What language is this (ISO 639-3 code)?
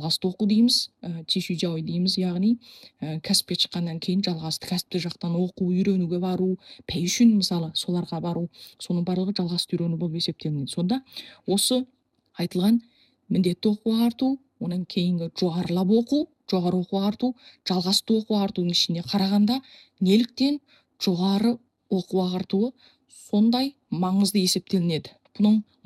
kaz